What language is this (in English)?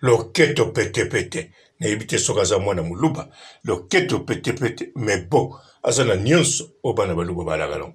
Lingala